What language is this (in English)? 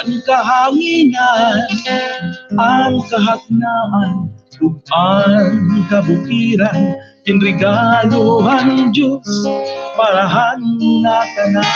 Waray